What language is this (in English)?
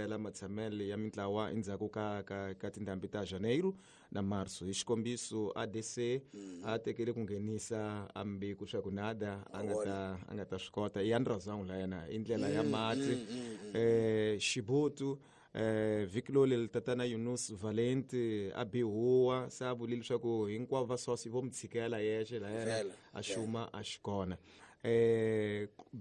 Tsonga